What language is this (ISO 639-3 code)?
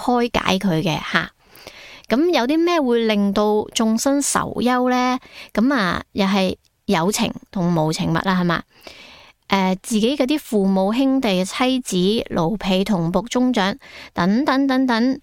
yue